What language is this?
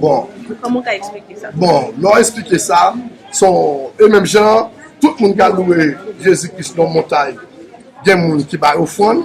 Haitian Creole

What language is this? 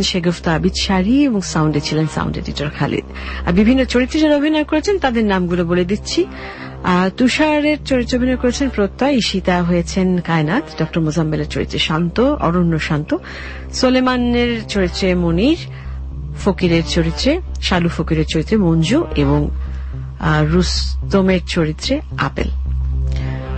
Bangla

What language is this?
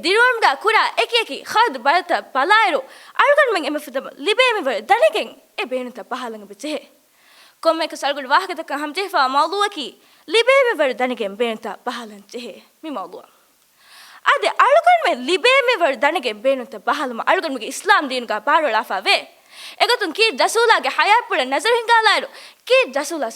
Divehi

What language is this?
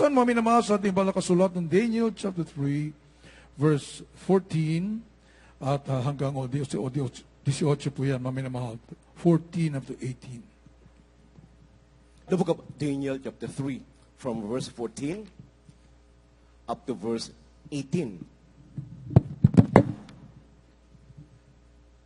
Filipino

